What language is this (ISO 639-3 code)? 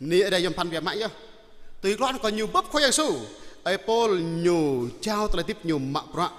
jra